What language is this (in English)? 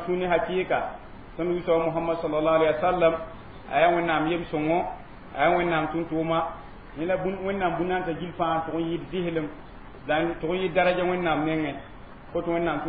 Mossi